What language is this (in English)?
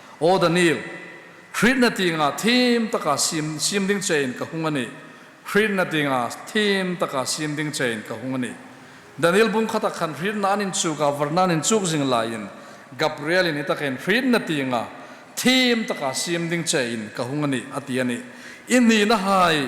Hmar